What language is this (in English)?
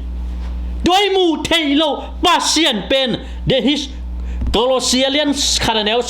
Tedim Chin